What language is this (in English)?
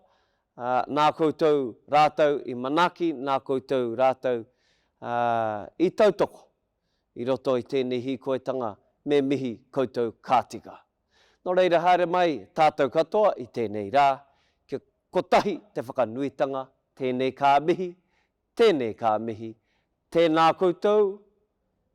Māori